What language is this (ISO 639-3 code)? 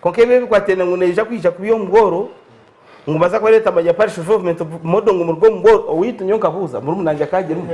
nyn